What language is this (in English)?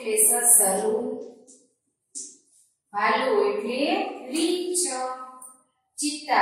Gujarati